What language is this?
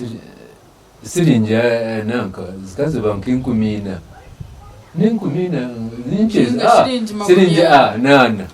Nyankole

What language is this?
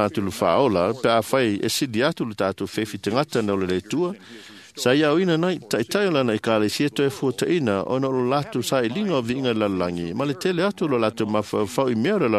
Samoan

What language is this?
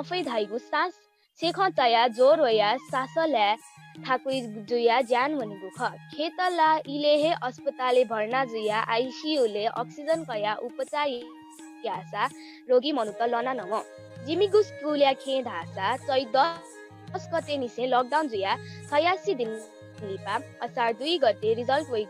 Newari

